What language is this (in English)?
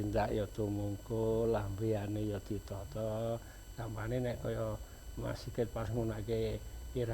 Javanese